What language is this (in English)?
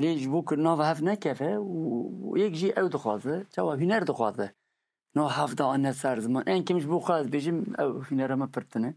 Kurdish